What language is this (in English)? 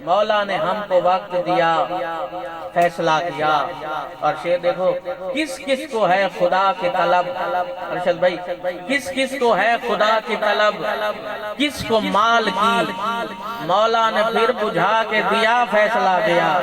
Saraiki